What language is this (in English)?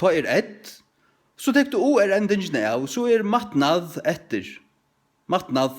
Faroese